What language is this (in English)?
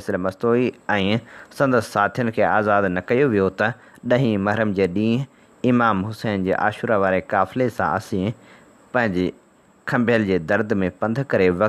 Sindhi